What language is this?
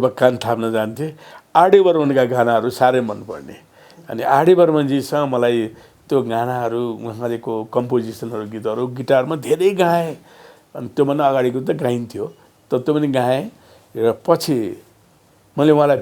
Nepali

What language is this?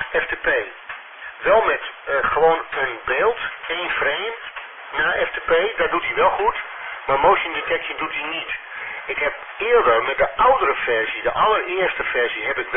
Dutch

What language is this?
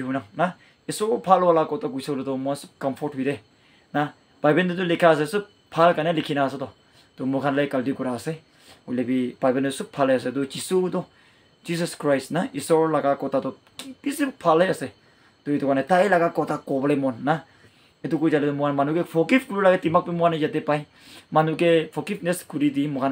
Naga Pidgin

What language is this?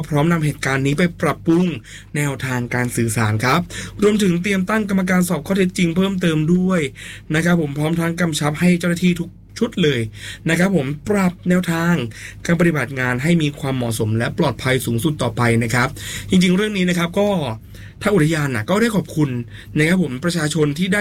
Thai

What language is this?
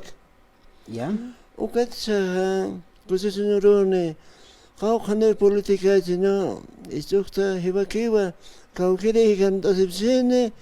Aymara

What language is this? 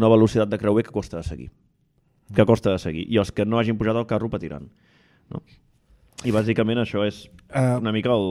Catalan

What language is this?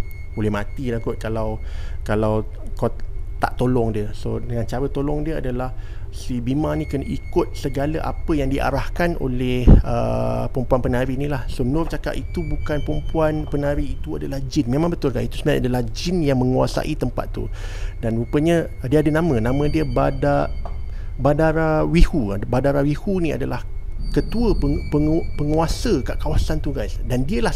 Malay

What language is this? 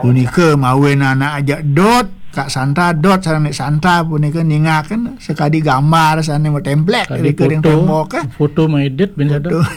Balinese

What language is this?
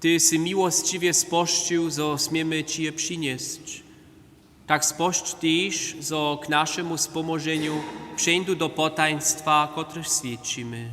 Upper Sorbian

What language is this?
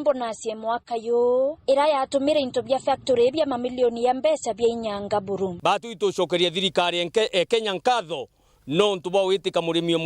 Meru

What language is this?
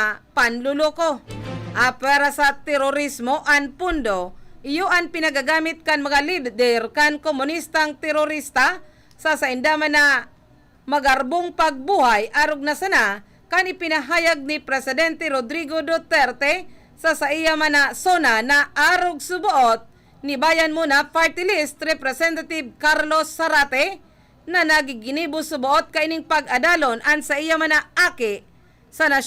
Bikol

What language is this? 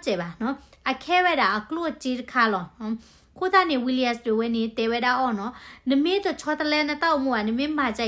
S'gaw Karen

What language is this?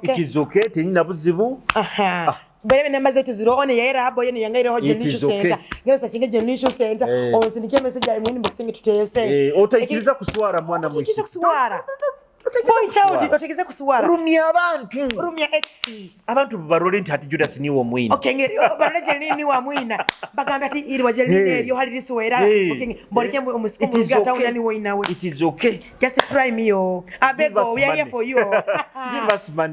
Nyoro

